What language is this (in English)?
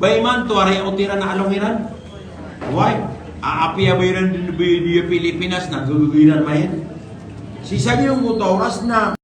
Maranao